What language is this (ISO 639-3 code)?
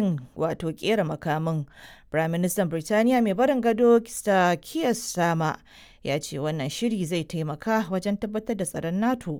hau